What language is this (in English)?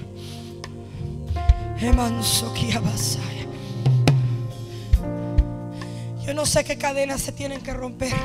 Spanish